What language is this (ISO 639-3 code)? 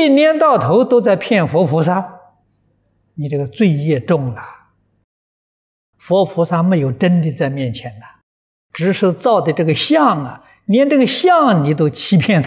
zho